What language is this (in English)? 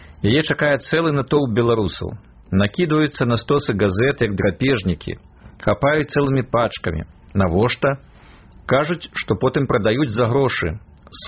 Belarusian